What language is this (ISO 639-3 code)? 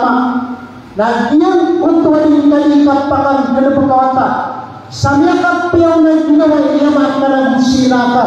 mrw